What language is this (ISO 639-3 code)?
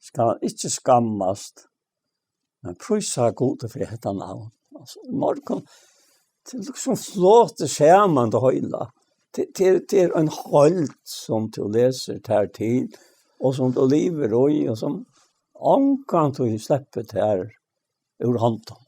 fao